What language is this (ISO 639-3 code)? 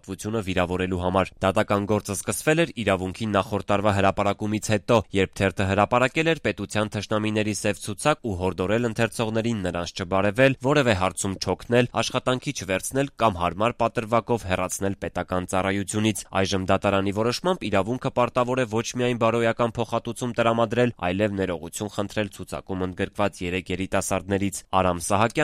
hye